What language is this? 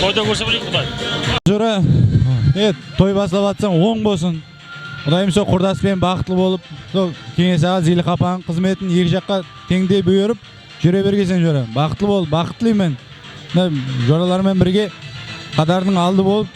Kara-Kalpak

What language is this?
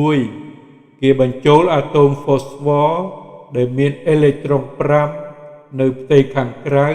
Khmer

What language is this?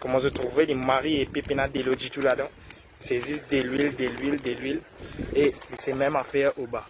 Morisyen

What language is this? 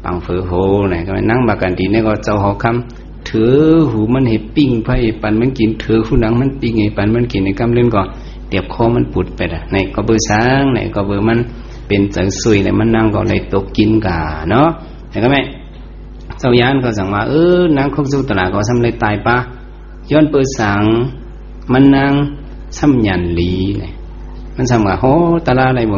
Shan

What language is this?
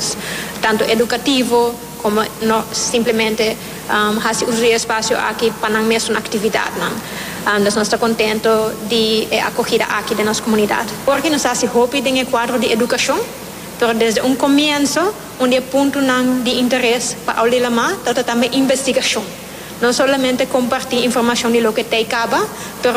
Papiamento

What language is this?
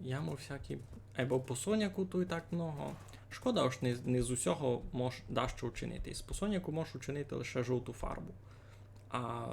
Rusyn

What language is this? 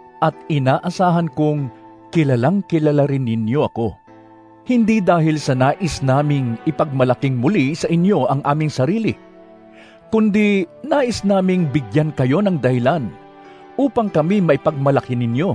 Filipino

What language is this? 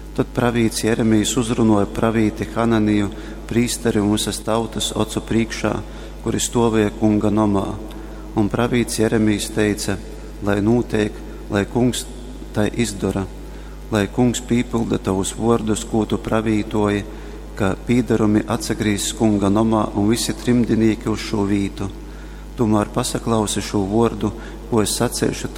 Latgalian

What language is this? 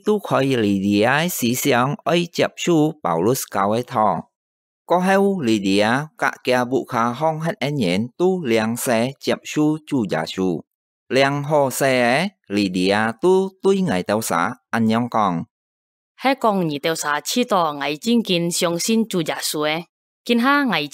Hakka Chinese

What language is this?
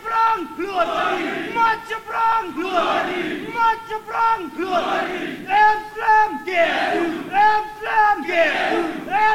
Khasi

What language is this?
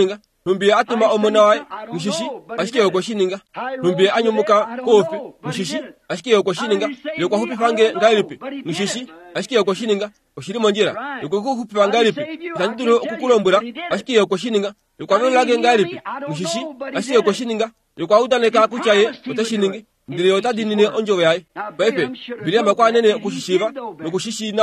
Kuanyama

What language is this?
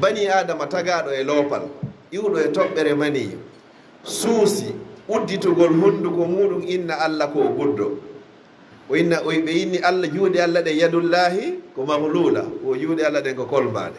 Fula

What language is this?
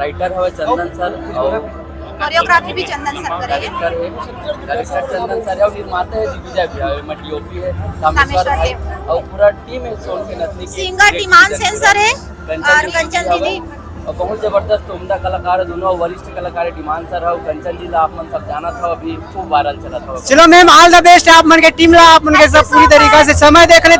Chhattisgarhi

